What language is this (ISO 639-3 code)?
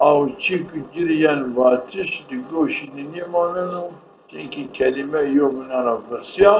zza